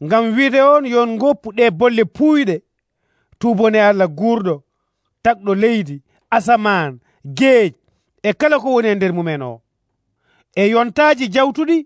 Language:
Nigerian Fulfulde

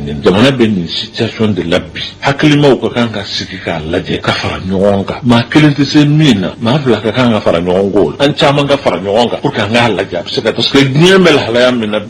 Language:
Bambara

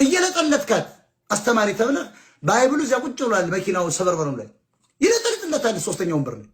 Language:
Amharic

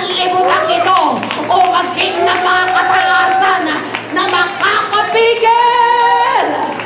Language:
Filipino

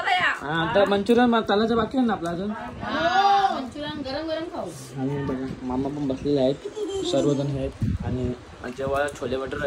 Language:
Marathi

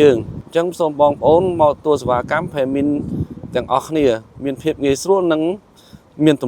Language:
Khmer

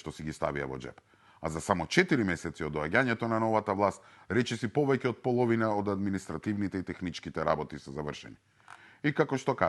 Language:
Macedonian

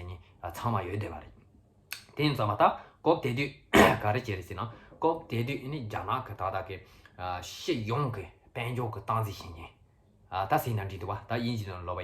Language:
Tibetan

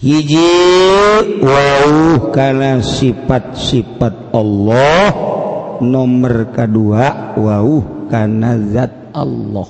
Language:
Sundanese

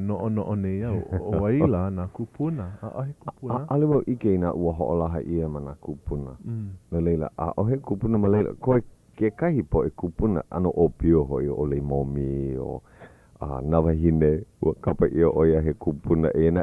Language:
Hawaiian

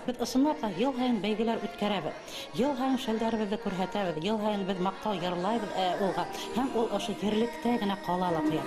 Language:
Bashkir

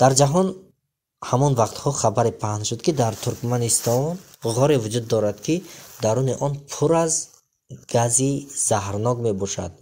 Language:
Tajik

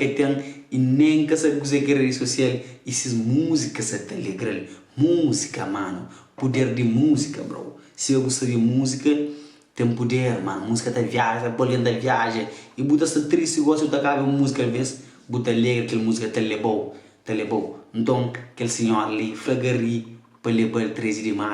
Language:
Kabuverdianu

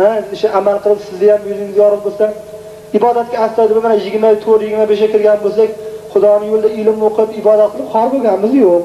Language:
Uzbek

